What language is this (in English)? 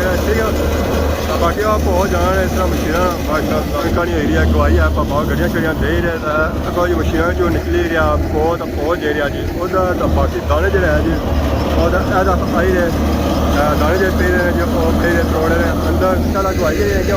Pahari-Potwari